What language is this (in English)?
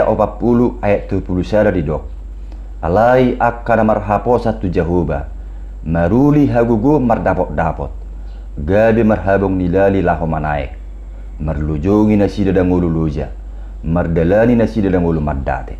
Batak Toba